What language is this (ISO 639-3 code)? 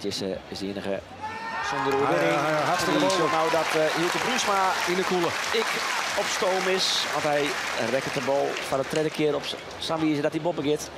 fry